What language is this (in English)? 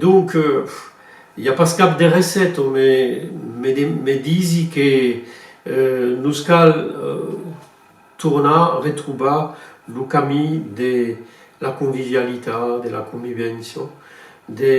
Occitan